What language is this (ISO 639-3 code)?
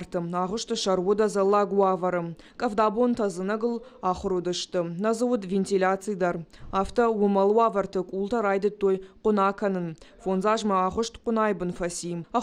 oss